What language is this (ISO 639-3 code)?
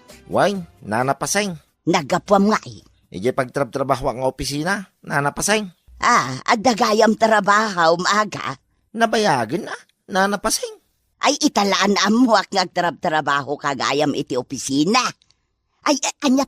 ilo